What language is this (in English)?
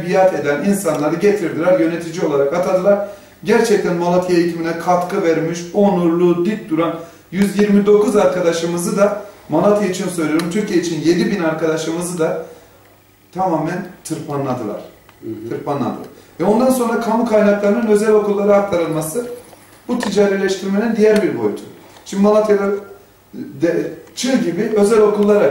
Turkish